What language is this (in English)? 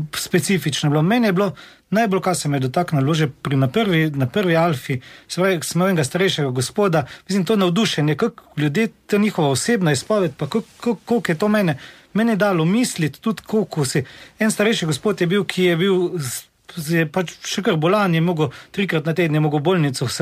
Slovenian